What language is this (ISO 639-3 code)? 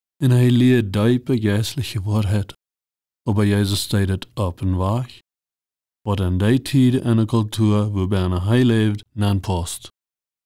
pdt